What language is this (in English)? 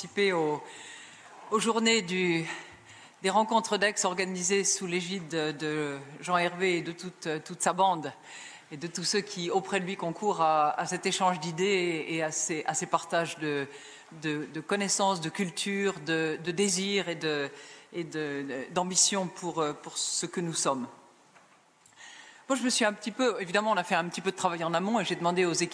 French